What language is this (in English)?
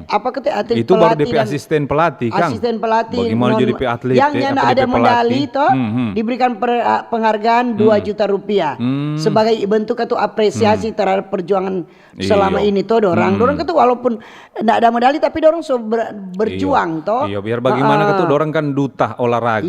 Manado Malay